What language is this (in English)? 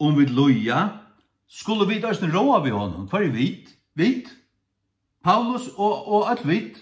Faroese